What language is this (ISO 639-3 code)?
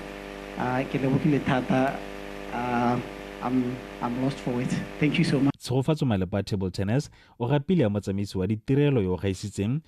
tsn